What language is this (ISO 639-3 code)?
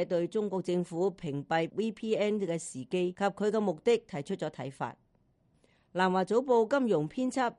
yue